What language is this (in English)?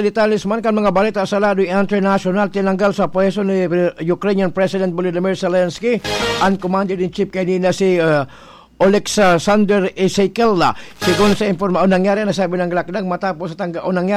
Bikol